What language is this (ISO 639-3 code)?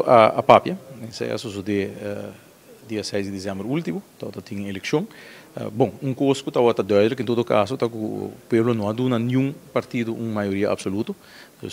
pap